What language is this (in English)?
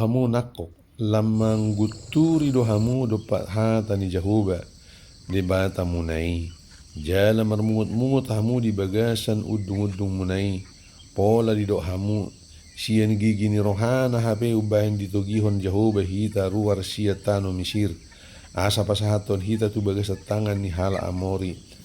Batak Toba